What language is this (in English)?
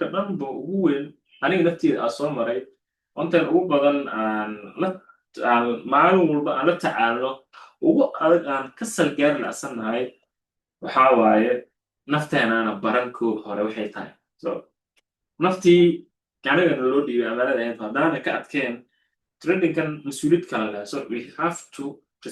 Somali